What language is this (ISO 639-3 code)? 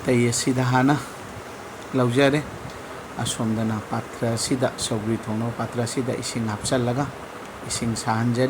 mni